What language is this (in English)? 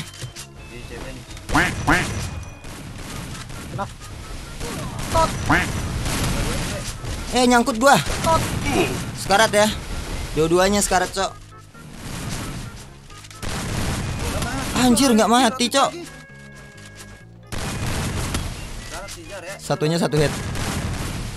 Indonesian